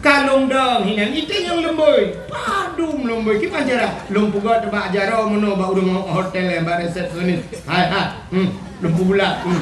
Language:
Achinese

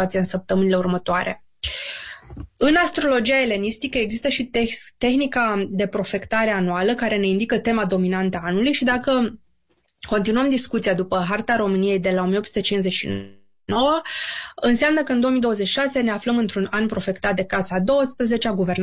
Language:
Romanian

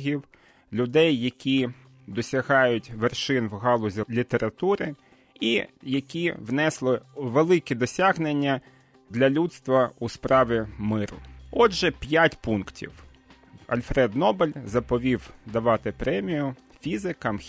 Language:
Ukrainian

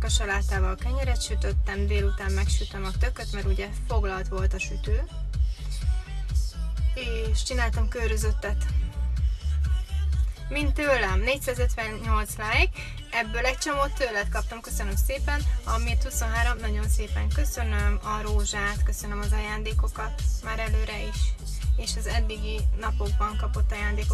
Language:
Hungarian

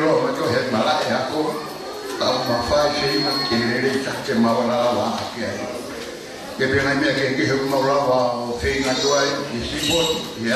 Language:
Tongan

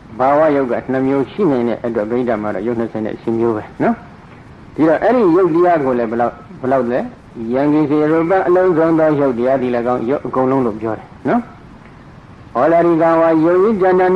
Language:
Burmese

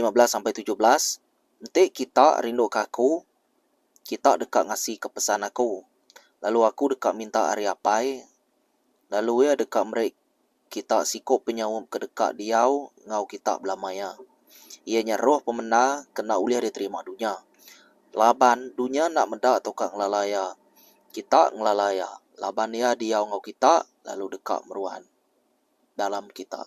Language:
Iban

